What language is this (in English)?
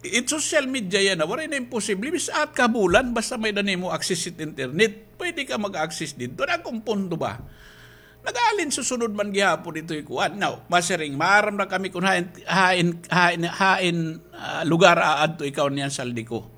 Waray